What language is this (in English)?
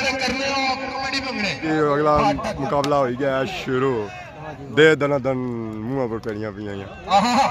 Pahari-Potwari